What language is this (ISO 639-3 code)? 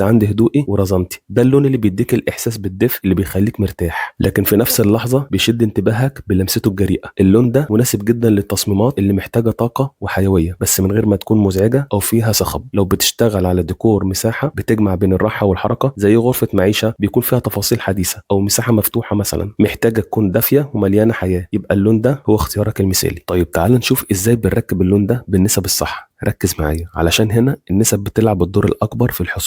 arz